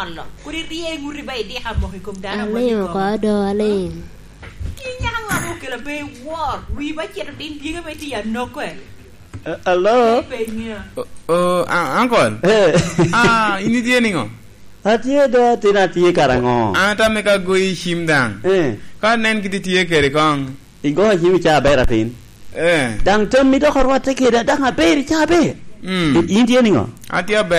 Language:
Lango (Uganda)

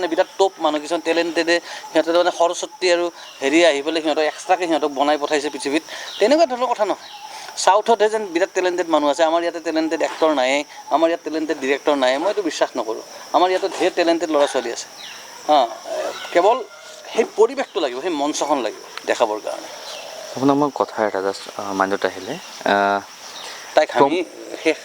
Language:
Assamese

